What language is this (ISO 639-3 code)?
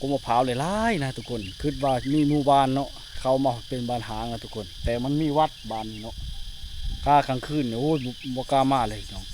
lao